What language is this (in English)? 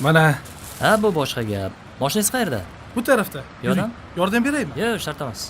Uzbek